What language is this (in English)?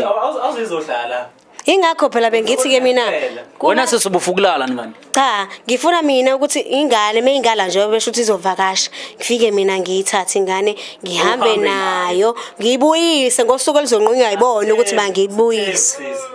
Zulu